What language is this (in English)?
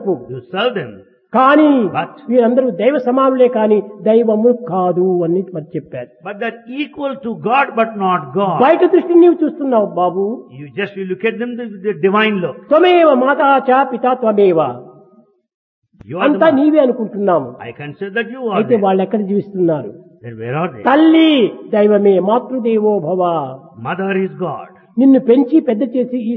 Telugu